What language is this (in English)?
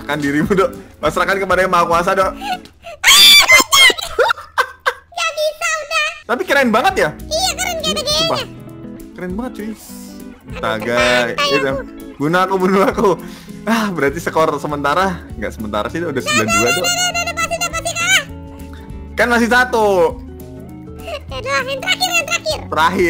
Indonesian